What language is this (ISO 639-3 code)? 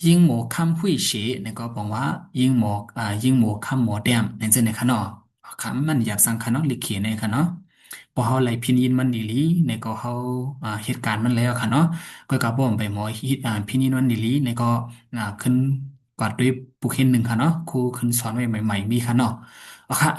shn